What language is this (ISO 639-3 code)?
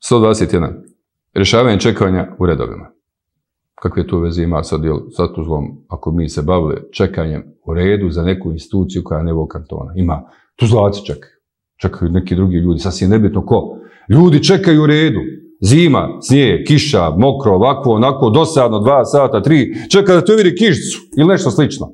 bos